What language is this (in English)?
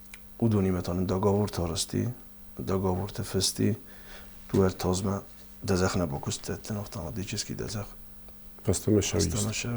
Ossetic